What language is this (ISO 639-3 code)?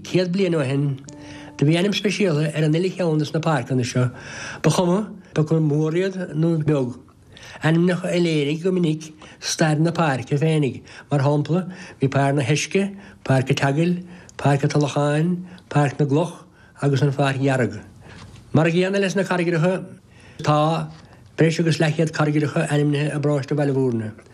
gle